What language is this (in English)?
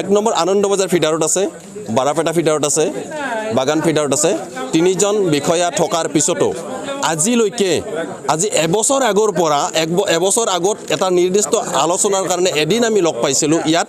Assamese